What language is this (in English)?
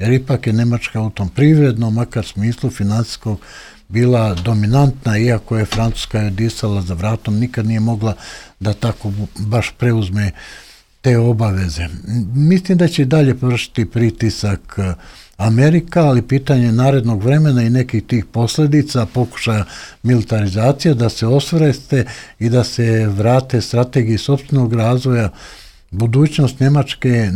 Serbian